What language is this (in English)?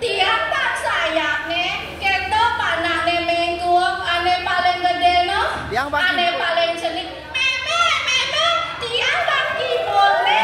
Balinese